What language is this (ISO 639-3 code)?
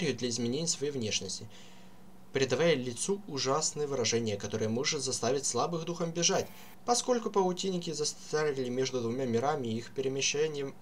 rus